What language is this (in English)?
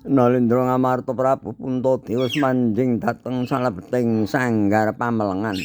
Javanese